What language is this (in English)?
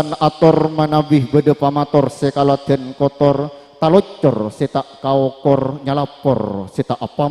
Madurese